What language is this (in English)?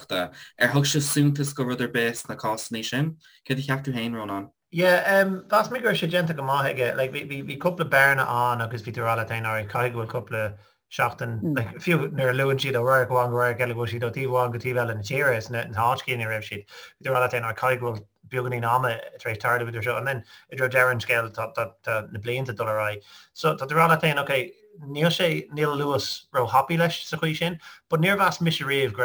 Irish